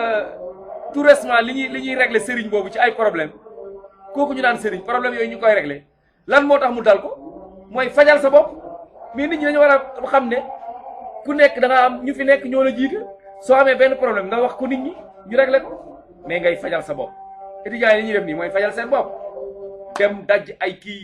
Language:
Wolof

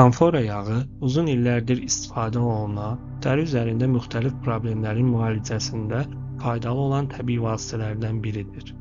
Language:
Azerbaijani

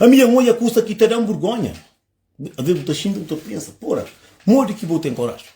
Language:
Kabuverdianu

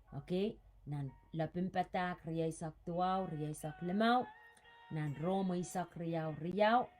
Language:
Pohnpeian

